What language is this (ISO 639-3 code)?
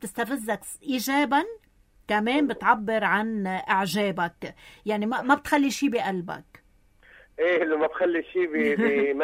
apc